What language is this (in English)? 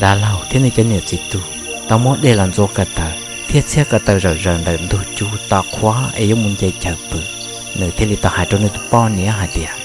Hmong